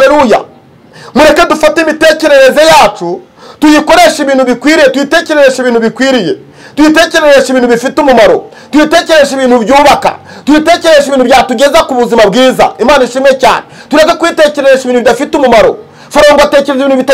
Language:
Kinyarwanda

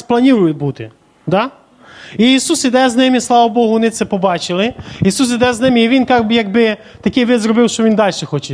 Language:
Ukrainian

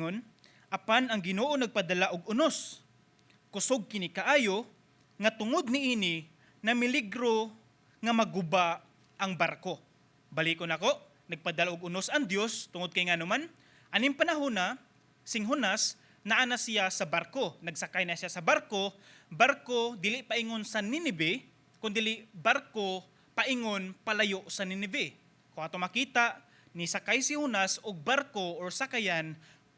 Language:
Cebuano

